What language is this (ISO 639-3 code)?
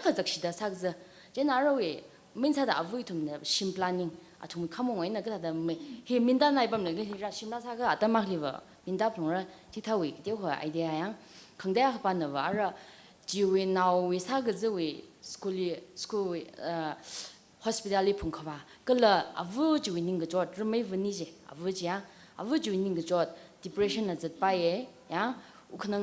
nmf